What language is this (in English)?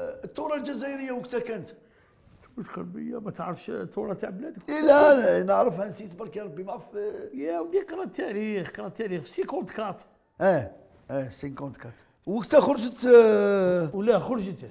Algerian Arabic